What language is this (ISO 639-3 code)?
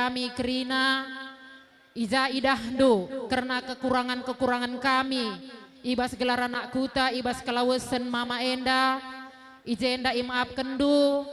btx